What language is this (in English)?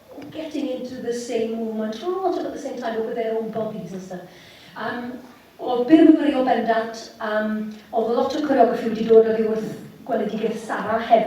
Welsh